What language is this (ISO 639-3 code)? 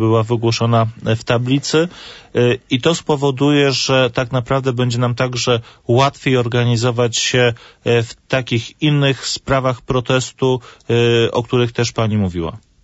pol